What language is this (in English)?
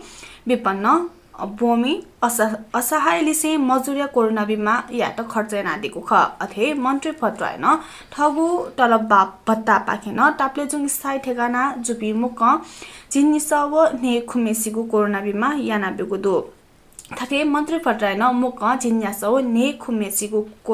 Newari